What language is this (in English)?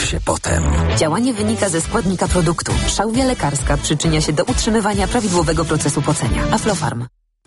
Polish